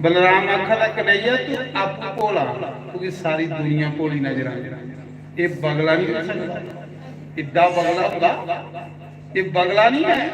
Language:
Dogri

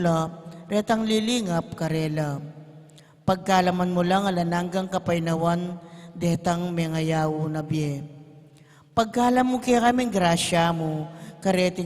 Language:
Pampanga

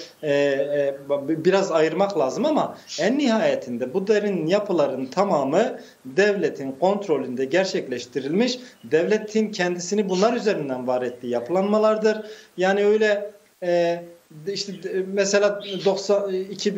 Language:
Turkish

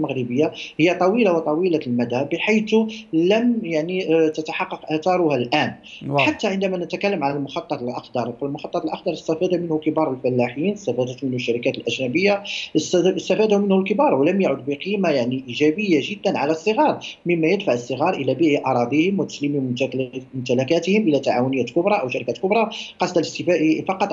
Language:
Arabic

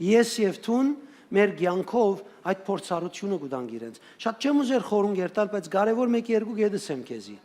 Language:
Western Armenian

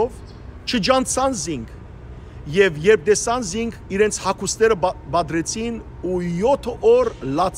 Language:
Western Armenian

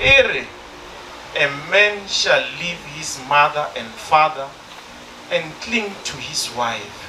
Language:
Northern Sotho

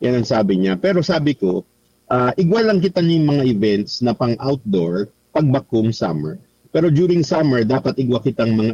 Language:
Bikol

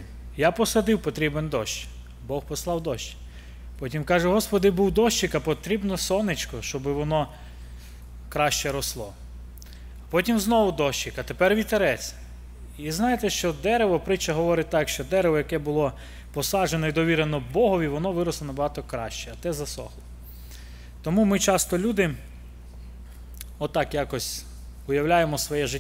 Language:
Ukrainian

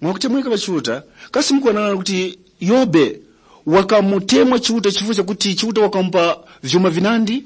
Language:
Tumbuka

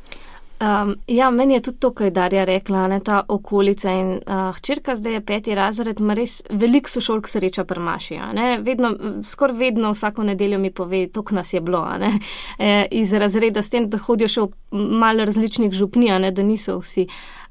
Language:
Slovenian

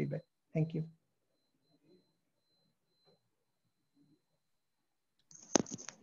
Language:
English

